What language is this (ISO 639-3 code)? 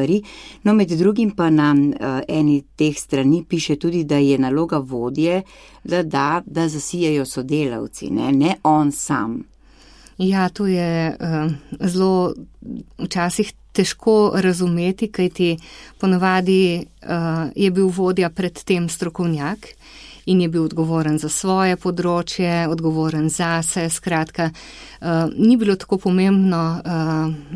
slv